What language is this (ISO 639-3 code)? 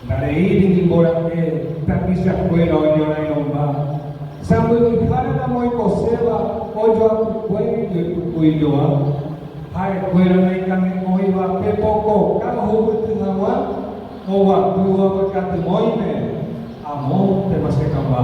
grn